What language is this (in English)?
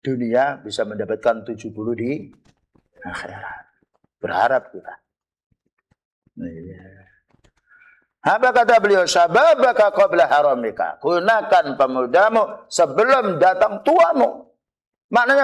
Indonesian